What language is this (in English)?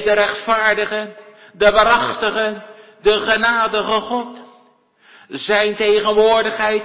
Dutch